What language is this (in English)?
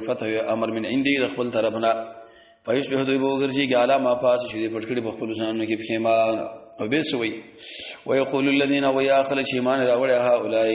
Pashto